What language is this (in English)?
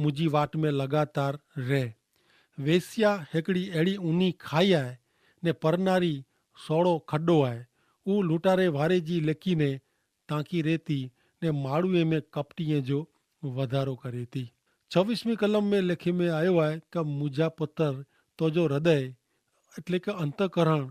Kachhi